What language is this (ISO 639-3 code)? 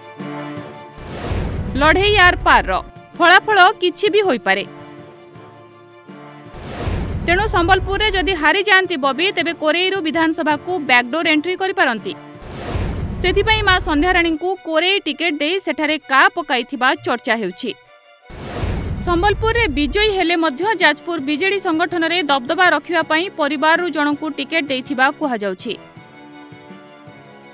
ori